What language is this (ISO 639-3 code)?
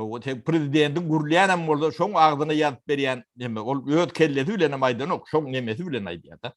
tuk